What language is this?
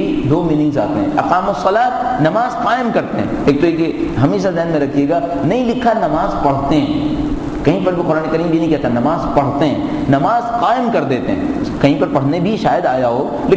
Urdu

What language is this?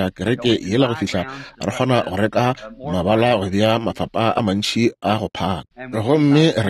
Northern Sotho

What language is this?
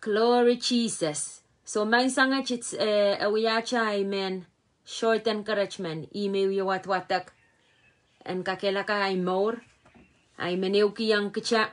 Pohnpeian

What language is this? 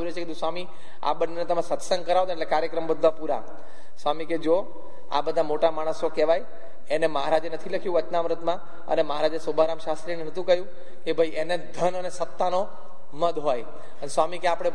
Gujarati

